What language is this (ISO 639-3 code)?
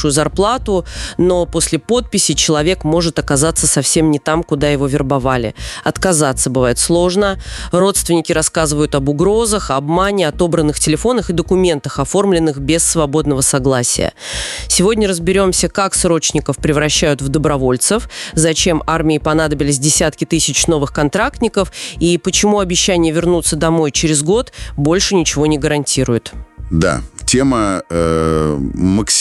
rus